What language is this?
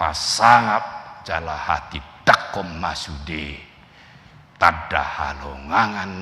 Batak Toba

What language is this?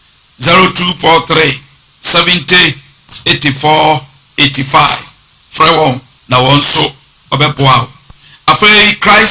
Akan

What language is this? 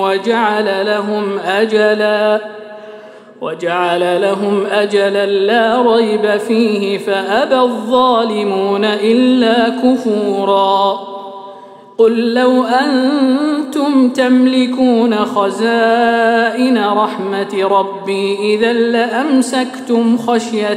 Arabic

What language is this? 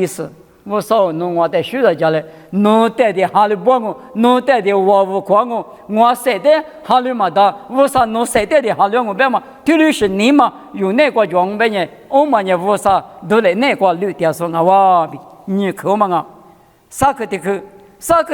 Lisu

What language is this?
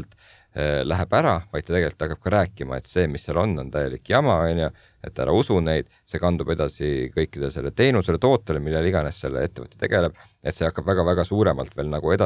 Estonian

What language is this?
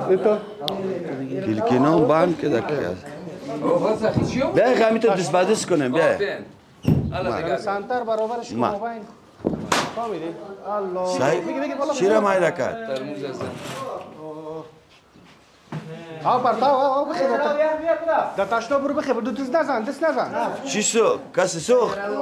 Persian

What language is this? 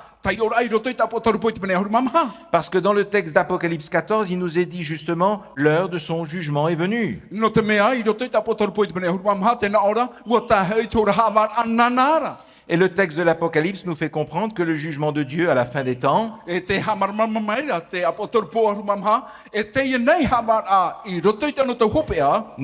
Tahitian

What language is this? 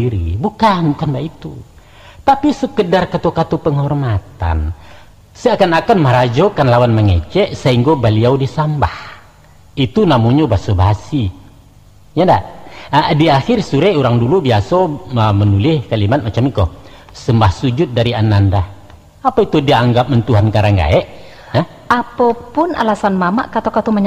Minangkabau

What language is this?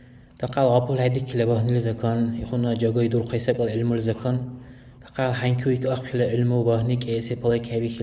Dargwa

